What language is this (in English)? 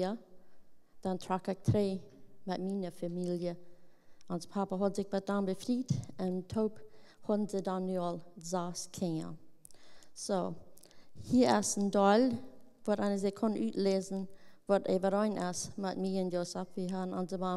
Plautdietsch